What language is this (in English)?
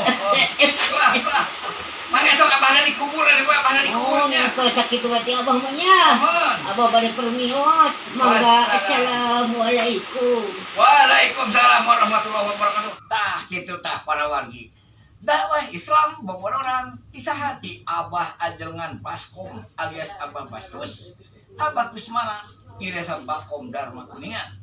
Sundanese